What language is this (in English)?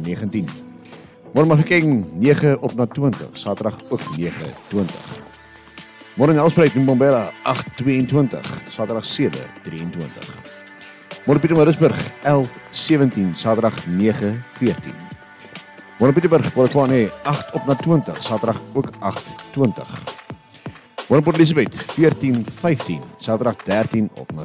Afrikaans